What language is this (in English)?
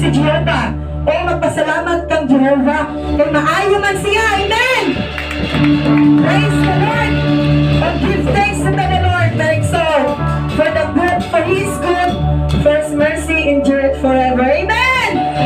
Cebuano